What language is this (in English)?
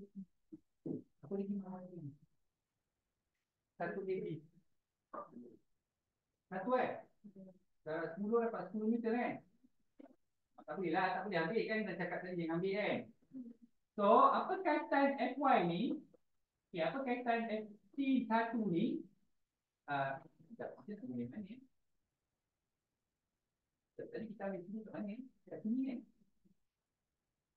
Malay